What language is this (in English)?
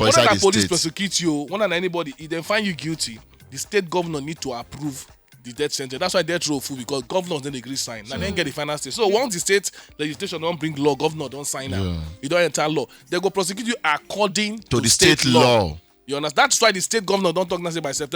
Nigerian Pidgin